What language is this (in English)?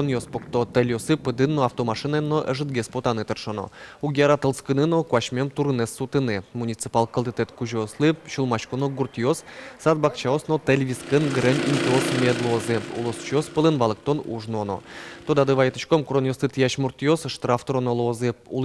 Udmurt